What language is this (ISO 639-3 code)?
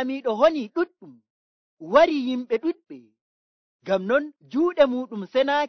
fuv